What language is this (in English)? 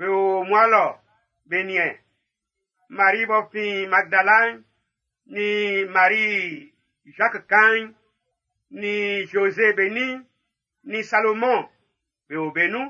Baoulé